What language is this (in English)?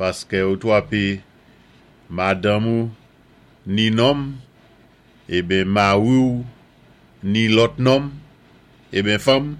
Saint Lucian Creole French